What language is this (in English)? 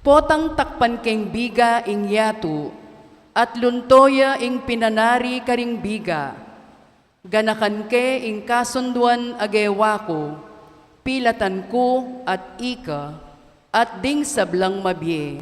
Pampanga